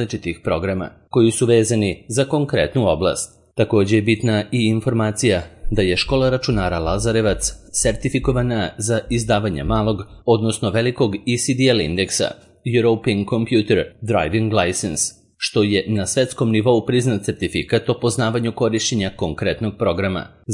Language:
Serbian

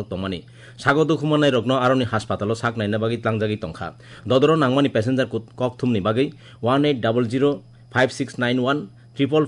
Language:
Kok Borok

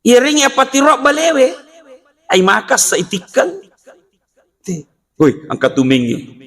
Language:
Buginese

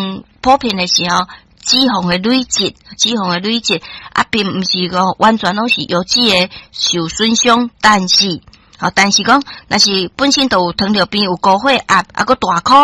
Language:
Min Nan Chinese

